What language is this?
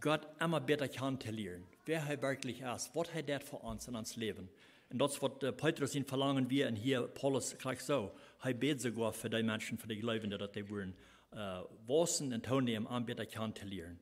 Plautdietsch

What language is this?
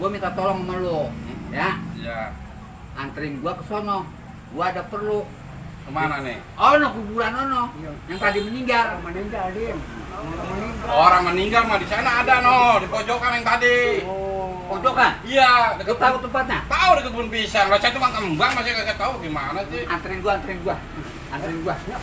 Betawi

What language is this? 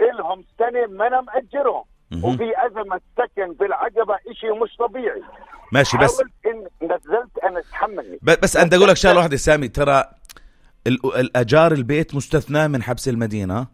North Levantine Arabic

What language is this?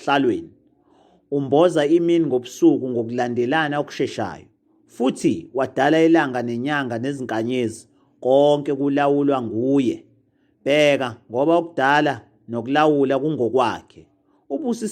Zulu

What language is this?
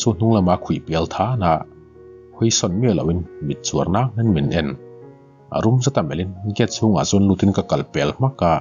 Mizo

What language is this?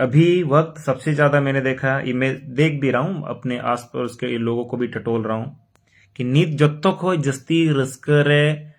Santali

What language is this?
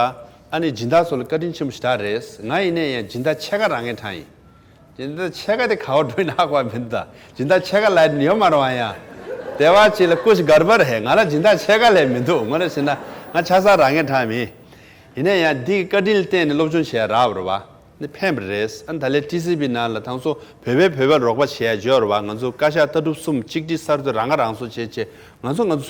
Tibetan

